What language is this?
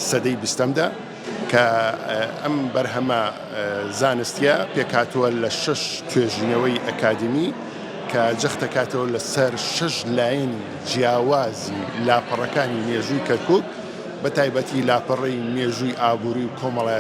Central Kurdish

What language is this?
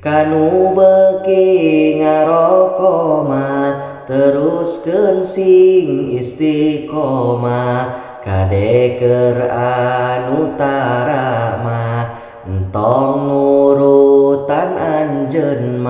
Sundanese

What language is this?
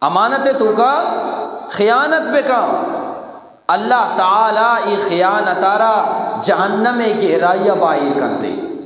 Eastern Balochi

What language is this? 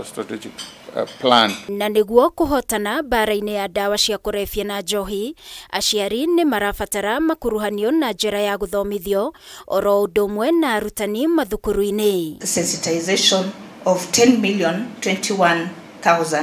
Kikuyu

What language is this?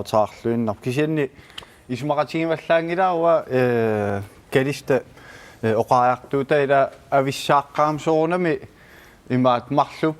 Kalaallisut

